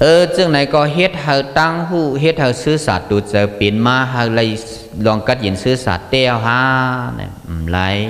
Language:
Shan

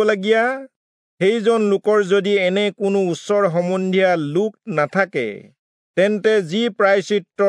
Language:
Assamese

